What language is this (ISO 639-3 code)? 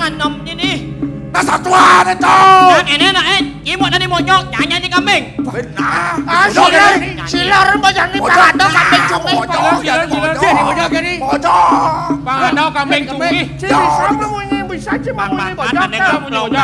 ban